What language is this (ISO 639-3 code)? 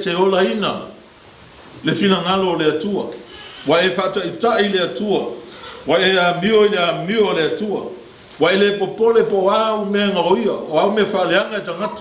smo